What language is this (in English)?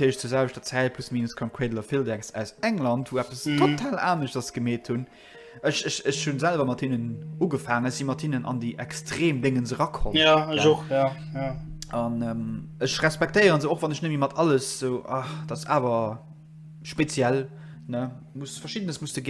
Luxembourgish